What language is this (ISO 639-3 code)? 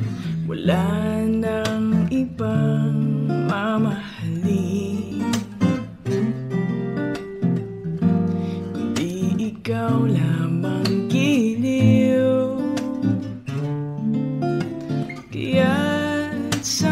fil